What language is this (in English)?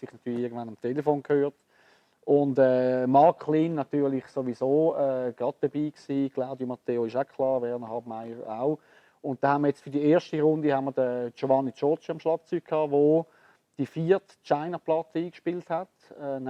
Swiss German